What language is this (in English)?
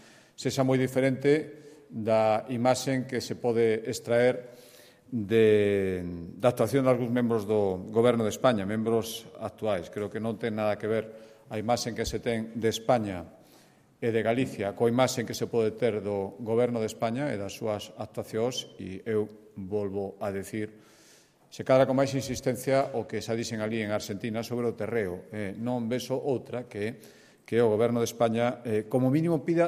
Galician